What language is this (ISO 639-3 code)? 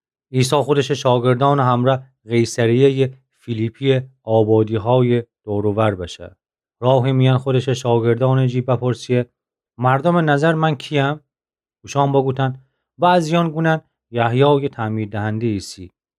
glk